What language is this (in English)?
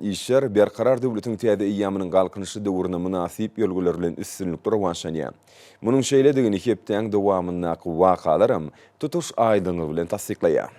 Turkmen